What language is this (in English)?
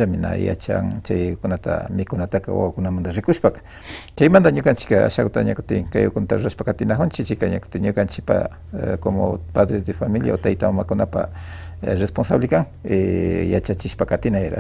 Imbabura Highland Quichua